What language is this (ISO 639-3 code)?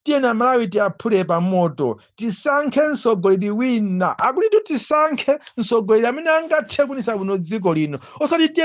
nya